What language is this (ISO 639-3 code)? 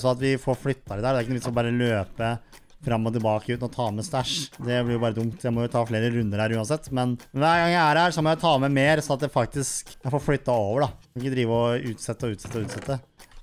nor